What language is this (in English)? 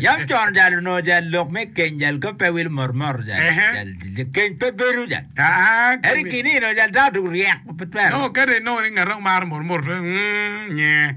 Acoli